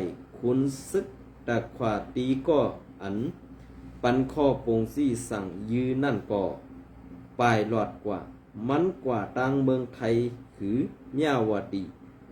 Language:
Shan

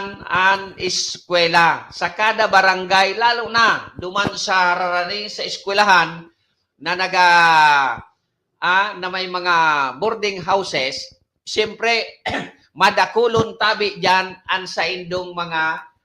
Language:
Bikol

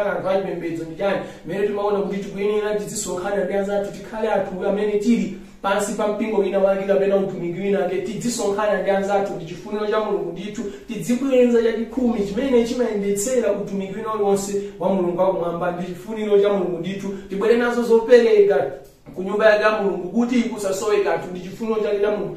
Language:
Nyanja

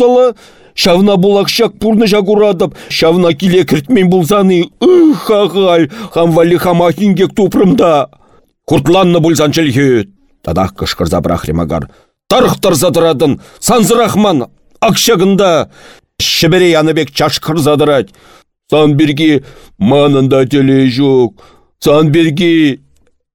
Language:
Chuvash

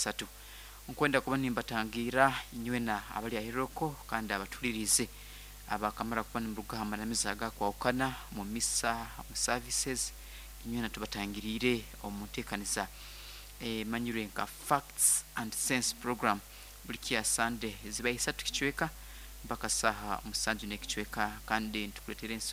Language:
Nyoro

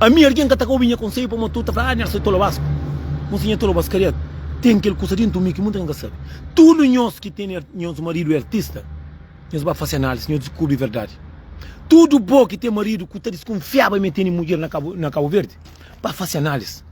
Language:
Kabuverdianu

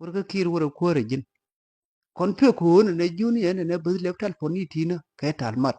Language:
Nuer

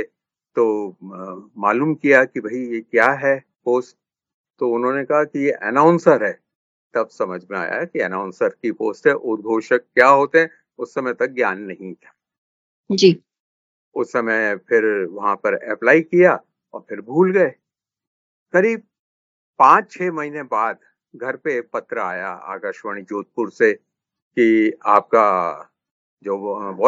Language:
Hindi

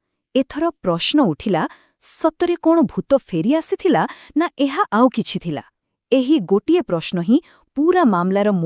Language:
Odia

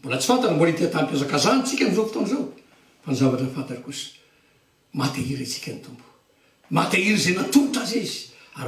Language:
Malagasy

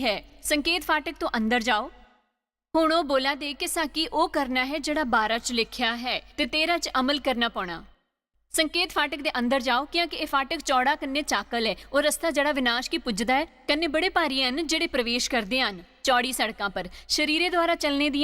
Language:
Dogri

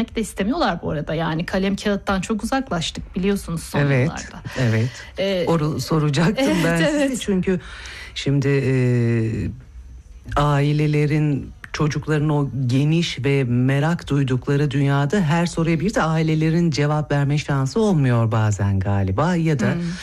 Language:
Turkish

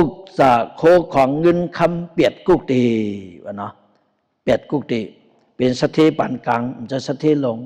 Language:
Shan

